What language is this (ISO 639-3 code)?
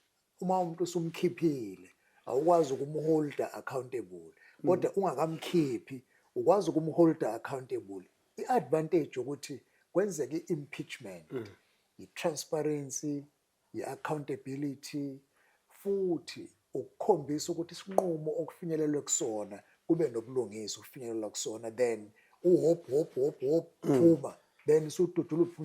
zul